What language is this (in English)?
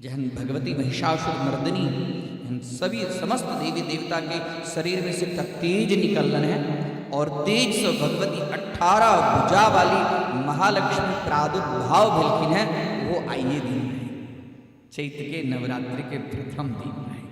Maithili